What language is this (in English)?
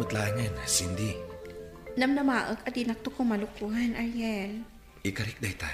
Iloko